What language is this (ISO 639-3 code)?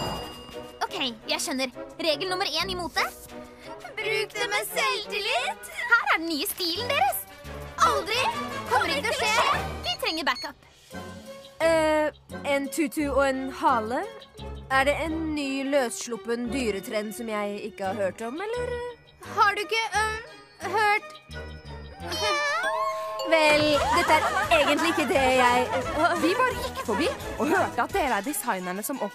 nor